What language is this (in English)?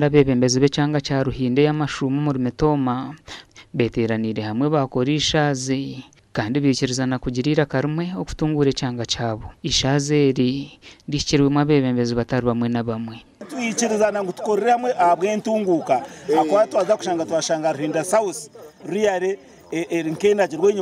Nyankole